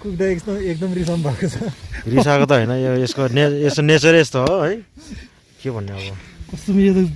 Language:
Nepali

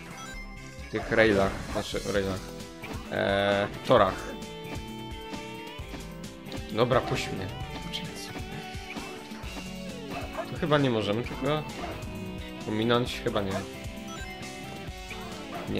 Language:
Polish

